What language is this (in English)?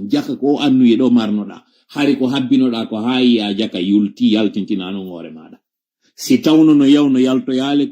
Fula